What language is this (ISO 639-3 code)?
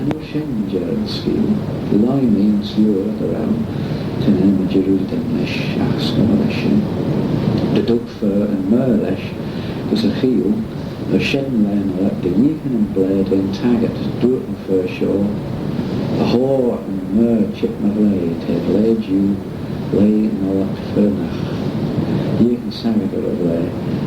glv